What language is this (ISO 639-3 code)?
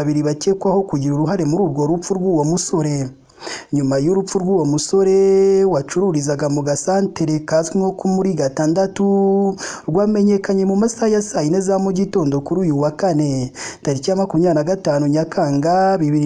kin